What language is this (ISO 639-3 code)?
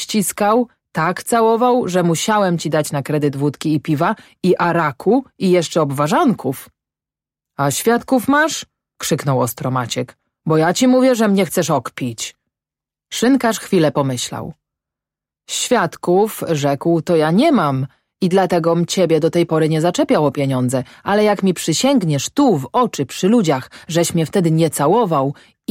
pol